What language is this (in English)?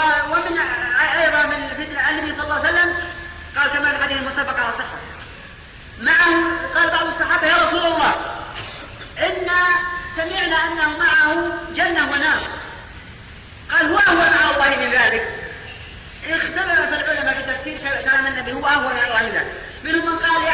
Arabic